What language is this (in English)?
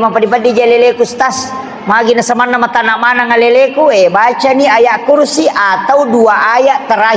Buginese